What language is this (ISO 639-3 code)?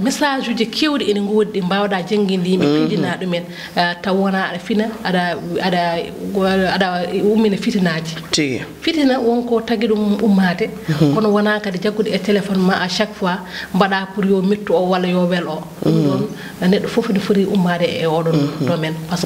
ful